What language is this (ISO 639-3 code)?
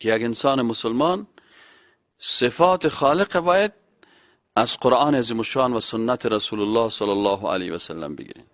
fas